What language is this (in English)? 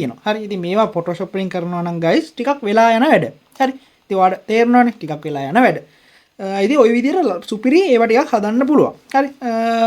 Sinhala